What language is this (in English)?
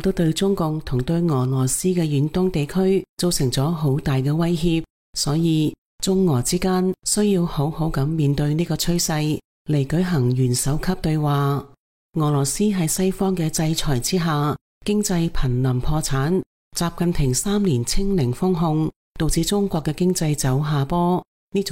Cantonese